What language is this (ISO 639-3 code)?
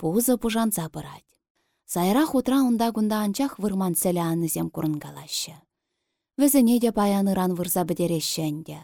chv